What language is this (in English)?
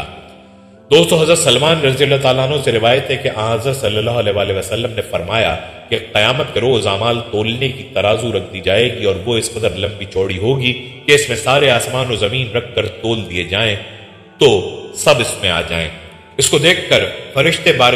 Urdu